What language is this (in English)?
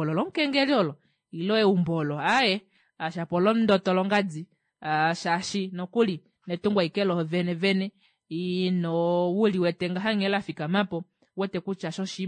Kuanyama